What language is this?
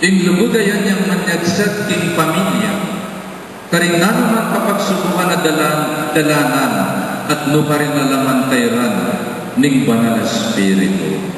Pampanga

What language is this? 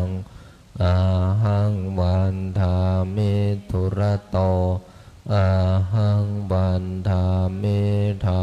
Pali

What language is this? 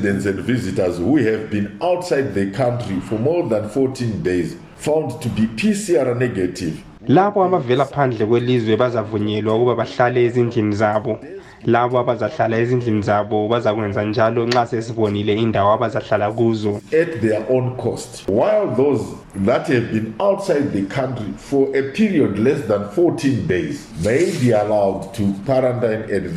North Ndebele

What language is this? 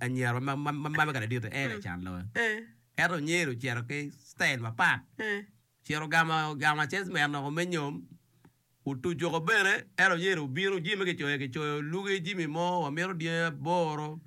Acoli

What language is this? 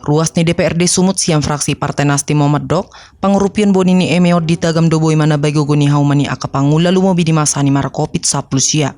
Batak Toba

